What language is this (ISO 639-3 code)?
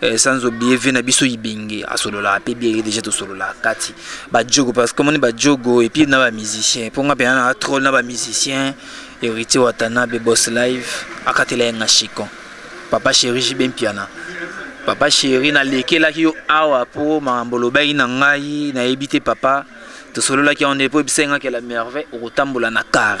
lin